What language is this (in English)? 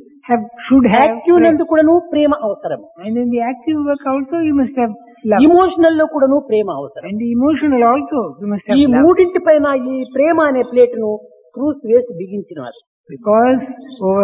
Telugu